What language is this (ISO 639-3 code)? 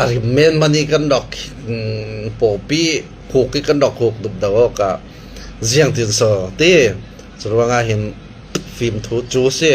cnh